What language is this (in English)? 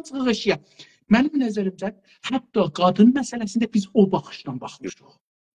South Azerbaijani